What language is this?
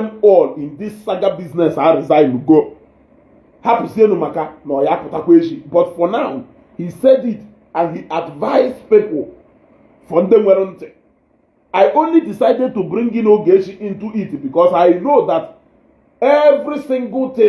Igbo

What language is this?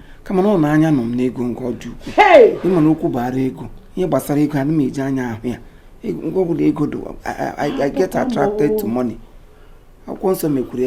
Igbo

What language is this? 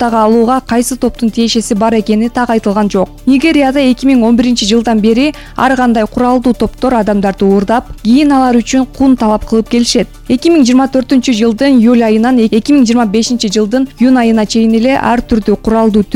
Kyrgyz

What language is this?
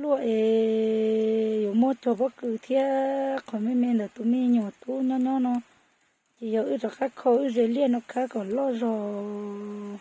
Hmong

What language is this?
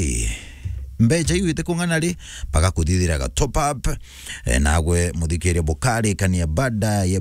Meru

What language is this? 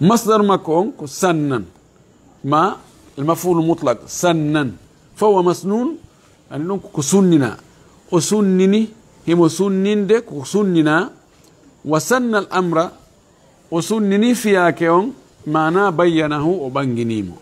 Fula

